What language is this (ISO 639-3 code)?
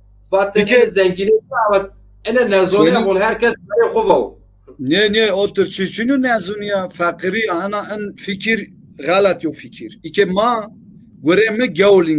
zza